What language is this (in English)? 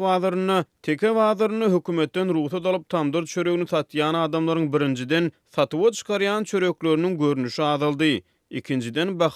Turkmen